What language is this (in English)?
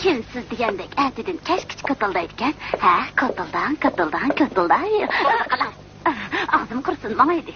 Uyghur